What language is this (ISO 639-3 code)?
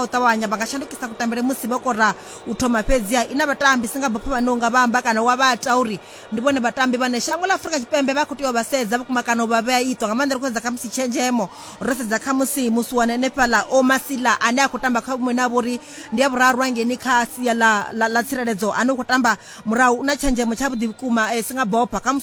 ven